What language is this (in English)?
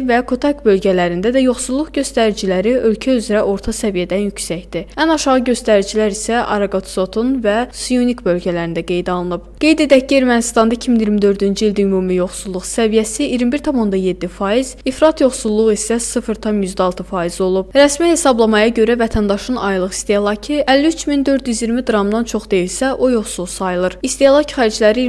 Azerbaijani